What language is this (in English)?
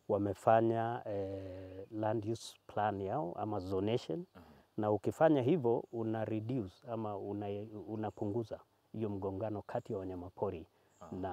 Swahili